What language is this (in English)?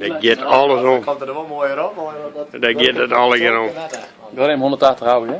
Western Frisian